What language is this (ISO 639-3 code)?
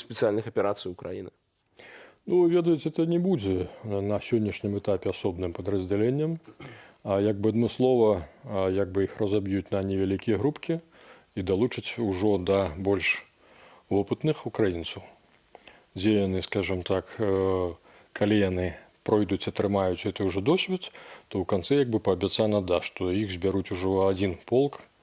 bel